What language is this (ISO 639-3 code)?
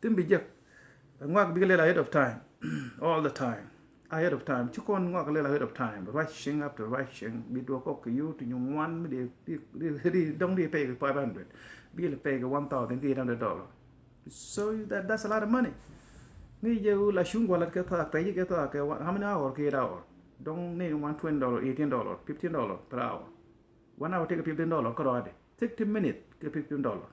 nus